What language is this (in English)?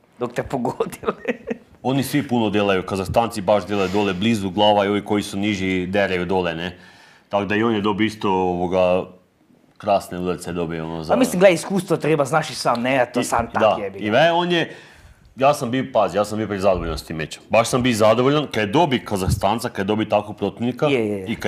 Croatian